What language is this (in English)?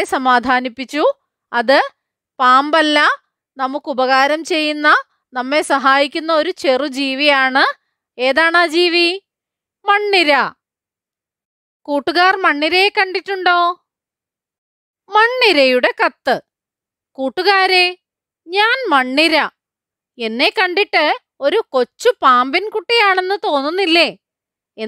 Malayalam